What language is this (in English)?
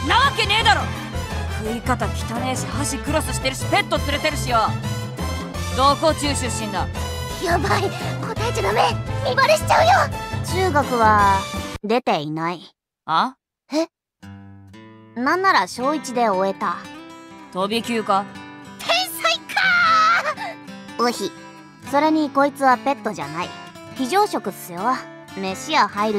Japanese